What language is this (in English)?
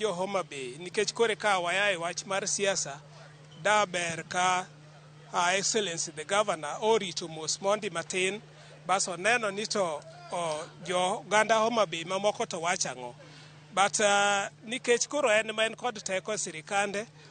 Luo (Kenya and Tanzania)